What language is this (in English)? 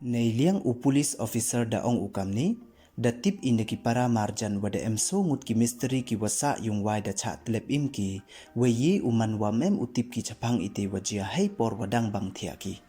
Pnar